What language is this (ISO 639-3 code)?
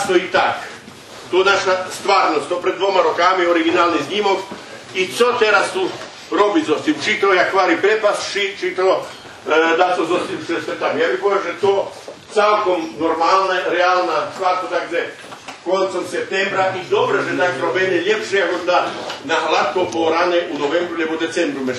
rue